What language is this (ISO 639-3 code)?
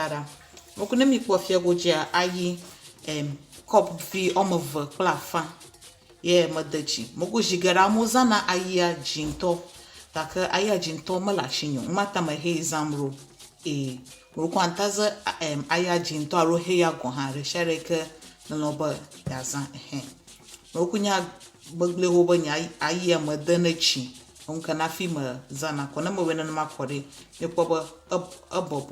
ewe